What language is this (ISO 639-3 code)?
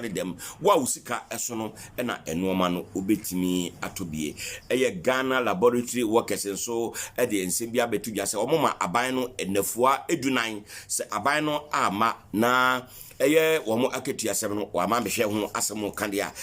aka